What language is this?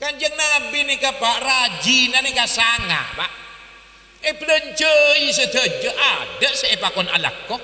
Madurese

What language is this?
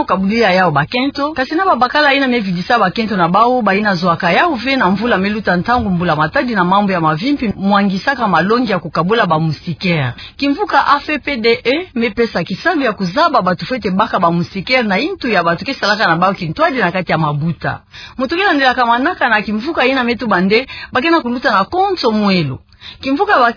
Kituba (Democratic Republic of Congo)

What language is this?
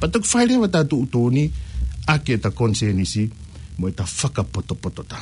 Tongan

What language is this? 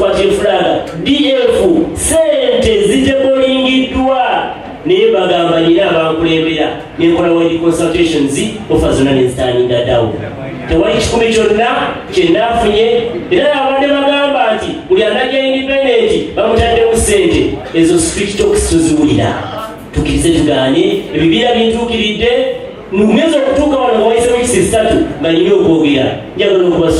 Ganda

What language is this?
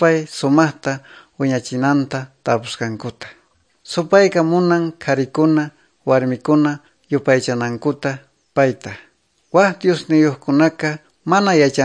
Quechua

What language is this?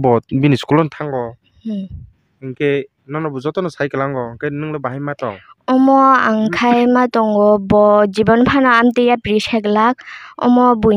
Kok Borok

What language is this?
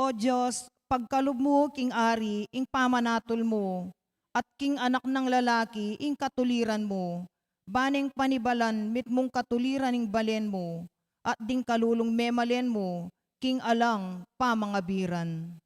Pampanga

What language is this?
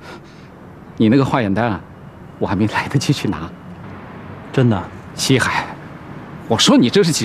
Chinese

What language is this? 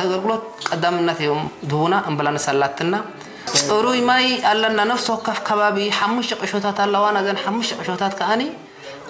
Tigrinya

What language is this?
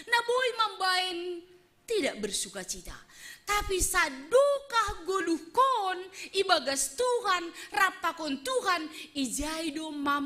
Batak Simalungun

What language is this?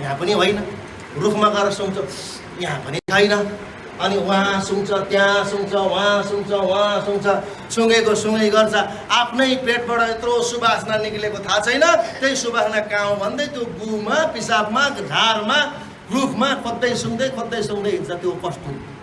Nepali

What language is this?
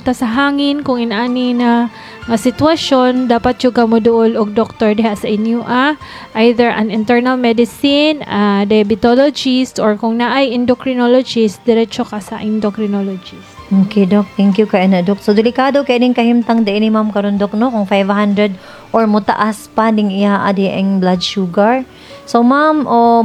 Cebuano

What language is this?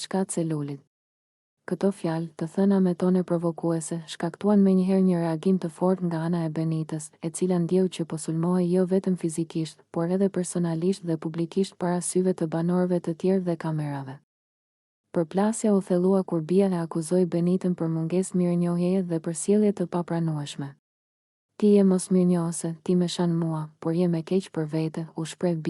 Albanian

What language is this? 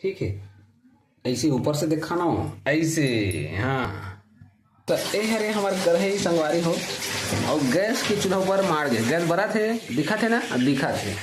Chhattisgarhi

